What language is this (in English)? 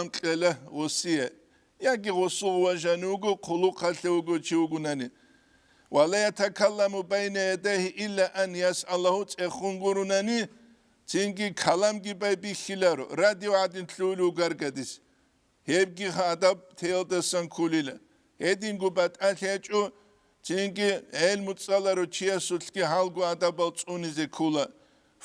Avaric